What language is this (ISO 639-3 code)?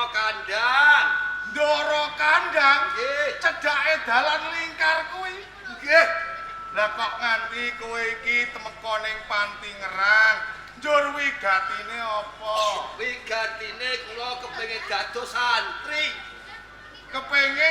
jav